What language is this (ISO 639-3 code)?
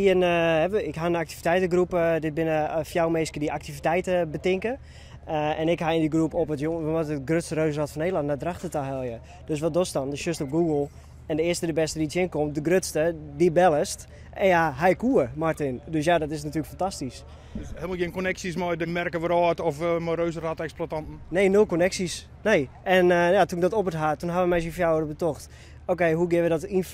fry